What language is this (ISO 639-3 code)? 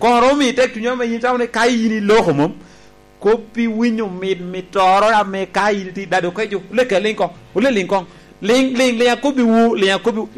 laj